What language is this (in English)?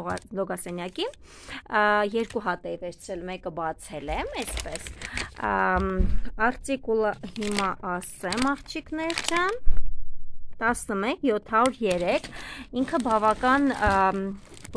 Armenian